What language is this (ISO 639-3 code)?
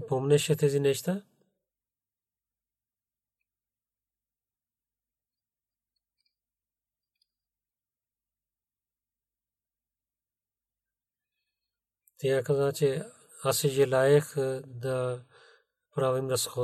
bul